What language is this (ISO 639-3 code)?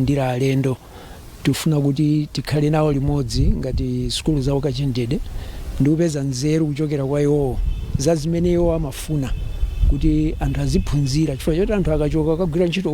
nya